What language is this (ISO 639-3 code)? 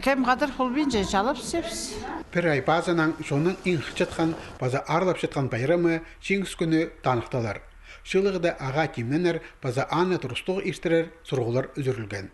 kjh